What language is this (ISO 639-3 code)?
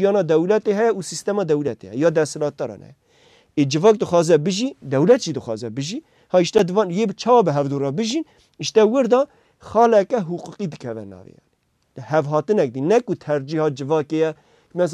kur